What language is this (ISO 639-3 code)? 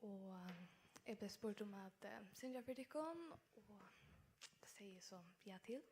fao